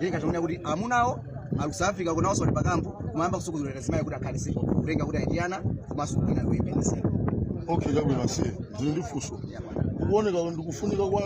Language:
Nyanja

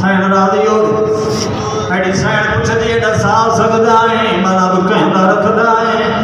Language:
Saraiki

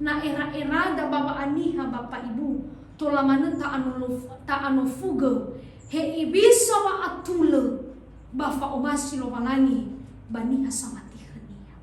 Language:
Nias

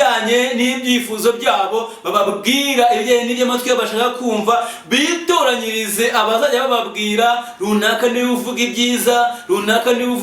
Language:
Kinyarwanda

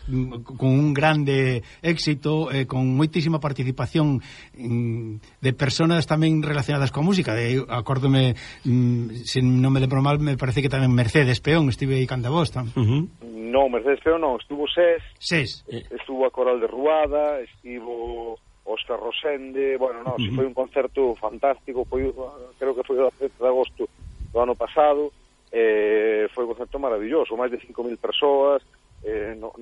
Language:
Galician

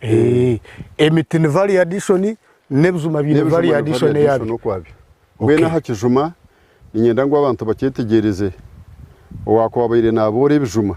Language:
Nyankole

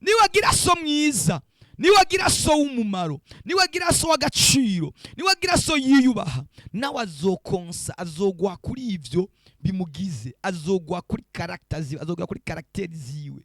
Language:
Rundi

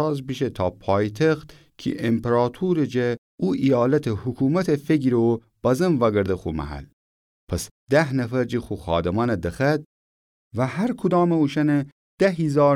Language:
Gilaki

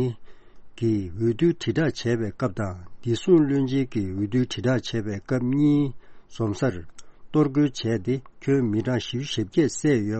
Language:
Tibetan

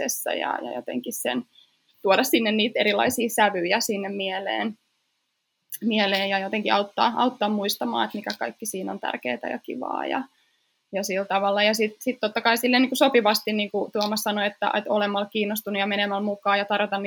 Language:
Finnish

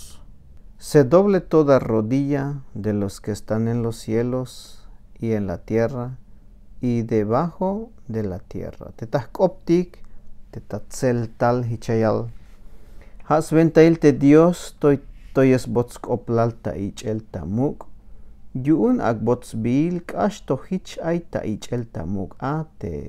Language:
Tzeltal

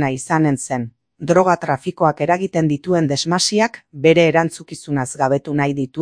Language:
Basque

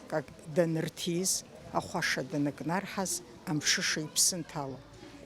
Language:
Abkhazian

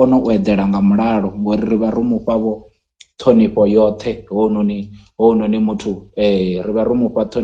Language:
Venda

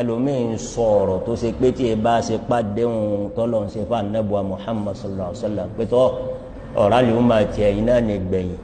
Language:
Yoruba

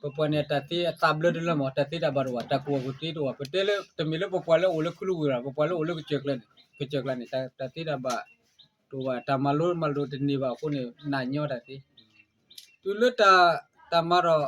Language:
S'gaw Karen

